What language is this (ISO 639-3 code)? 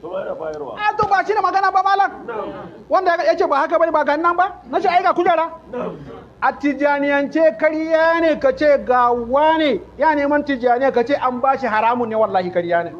hau